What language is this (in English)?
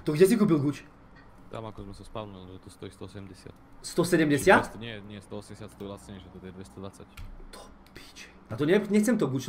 Slovak